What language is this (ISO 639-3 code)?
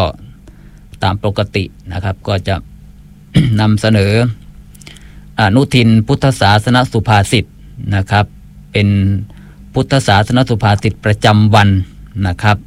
tha